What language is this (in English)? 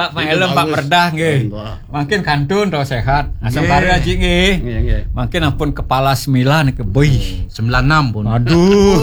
Balinese